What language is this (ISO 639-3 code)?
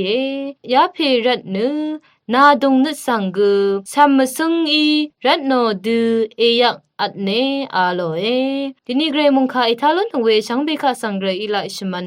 raw